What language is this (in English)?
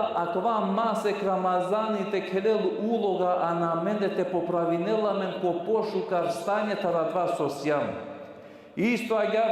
Balkan Romani